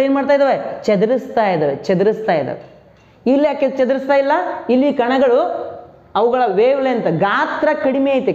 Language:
Kannada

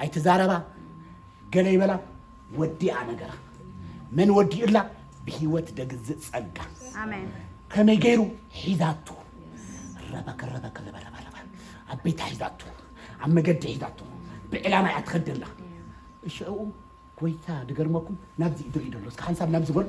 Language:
Tigrinya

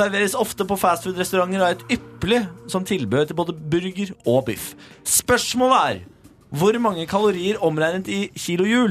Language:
Norwegian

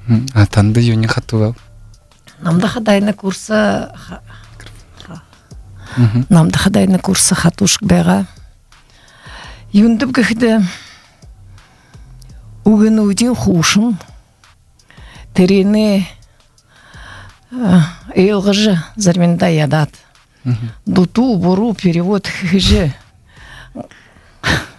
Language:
Buriat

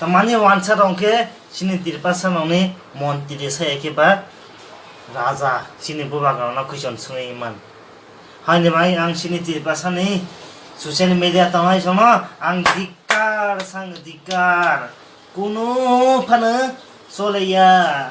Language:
Kok Borok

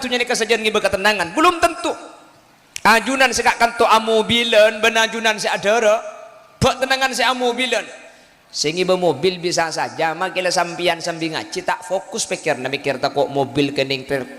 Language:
Madurese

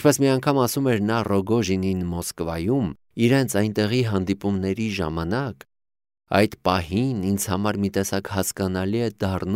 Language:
Armenian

